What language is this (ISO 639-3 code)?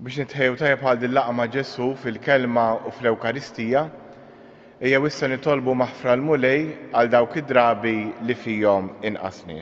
mlt